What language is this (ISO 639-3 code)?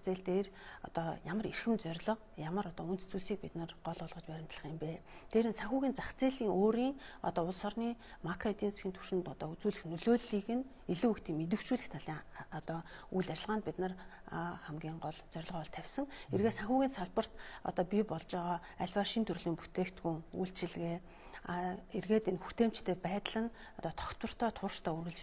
mon